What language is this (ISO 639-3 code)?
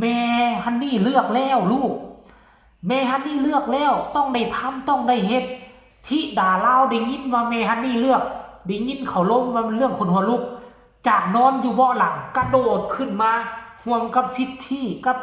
tts